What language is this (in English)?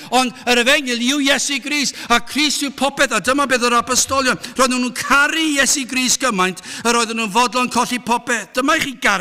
Welsh